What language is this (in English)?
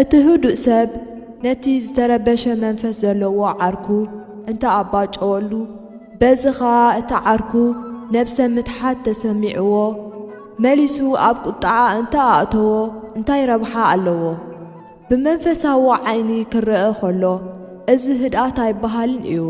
Tigrinya